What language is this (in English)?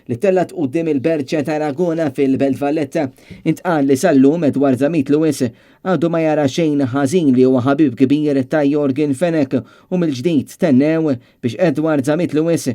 Maltese